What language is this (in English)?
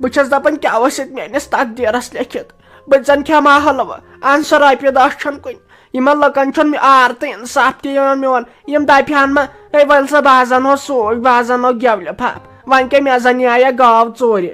Kashmiri